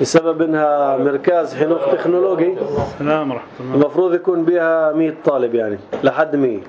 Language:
North Levantine Arabic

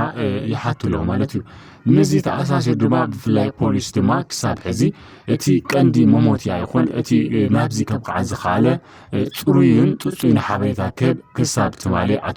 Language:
Tigrinya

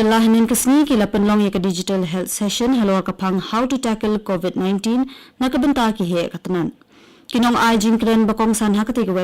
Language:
Khasi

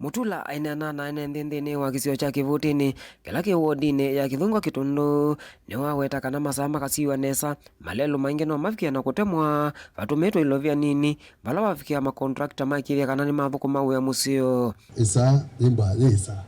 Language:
Kamba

